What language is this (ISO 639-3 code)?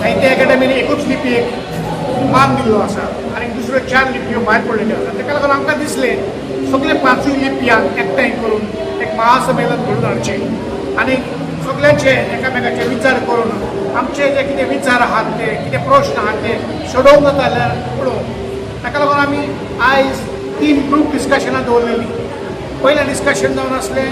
kok